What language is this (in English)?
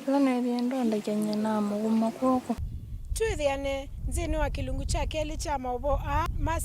Kamba